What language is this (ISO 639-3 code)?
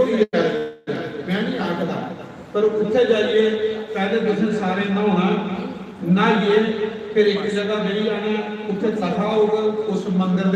doi